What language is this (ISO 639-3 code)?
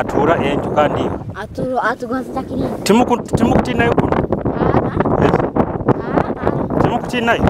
nyo